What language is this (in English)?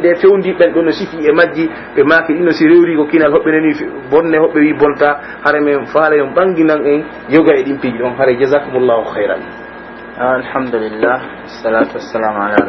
Pular